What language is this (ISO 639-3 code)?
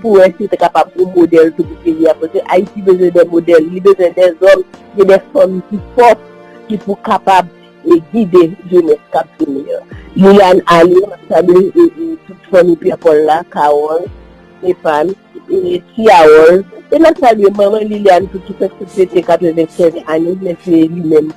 hat